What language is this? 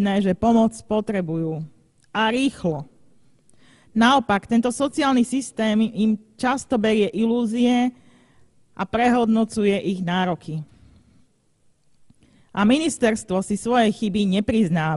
Slovak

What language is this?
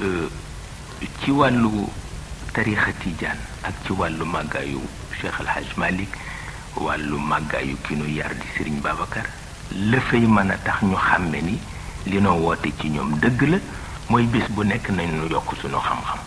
Wolof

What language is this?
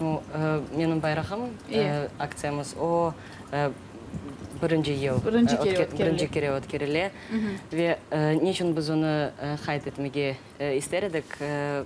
Crimean Tatar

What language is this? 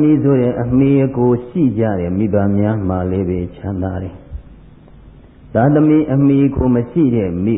Burmese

